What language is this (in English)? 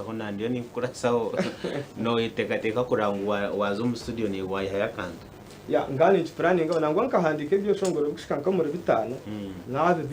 Nyankole